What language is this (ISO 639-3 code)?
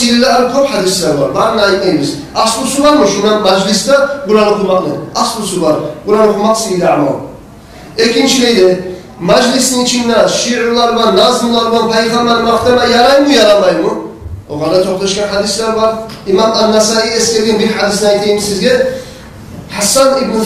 kum